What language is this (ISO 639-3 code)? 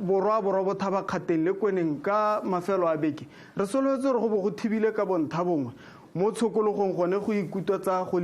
tsn